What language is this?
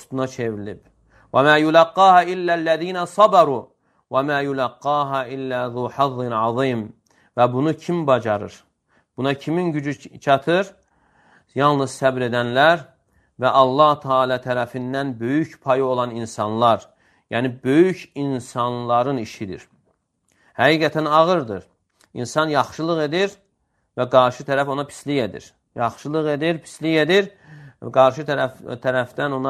Azerbaijani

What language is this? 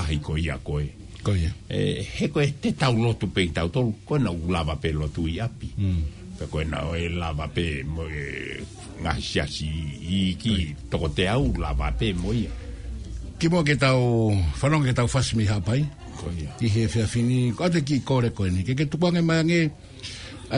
Tongan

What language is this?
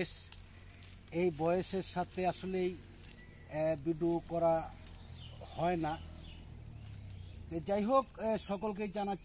Bangla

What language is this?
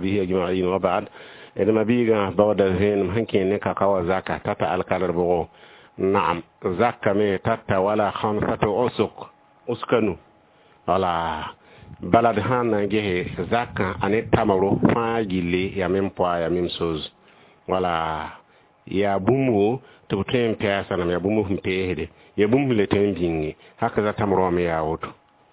Mossi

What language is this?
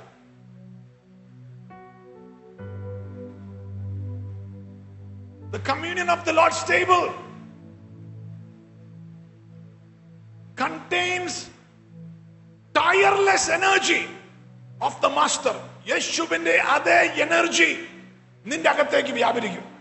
Malayalam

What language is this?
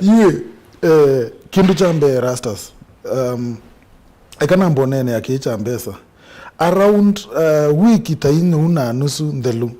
Kamba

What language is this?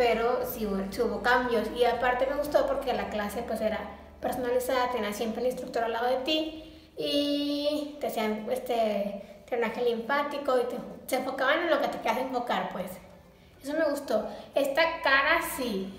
Spanish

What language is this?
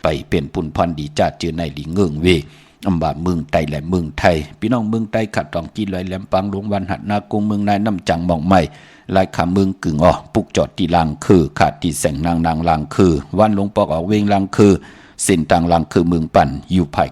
Shan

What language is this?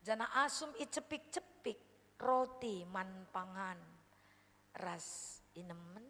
Batak Karo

